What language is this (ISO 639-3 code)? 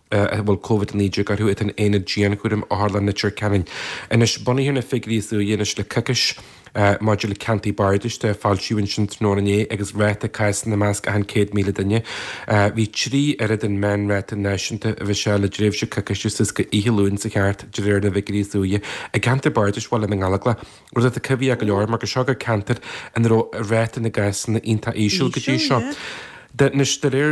gle